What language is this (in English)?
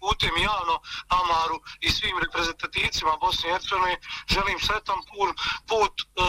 Bosnian